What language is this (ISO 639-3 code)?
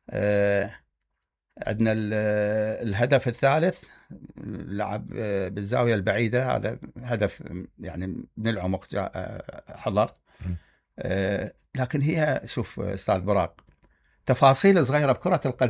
acm